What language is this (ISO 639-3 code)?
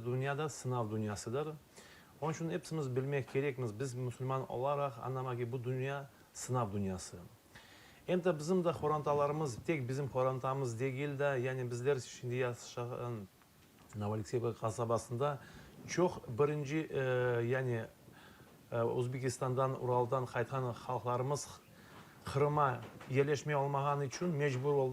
crh